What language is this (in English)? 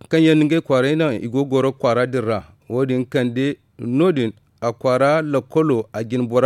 Zarma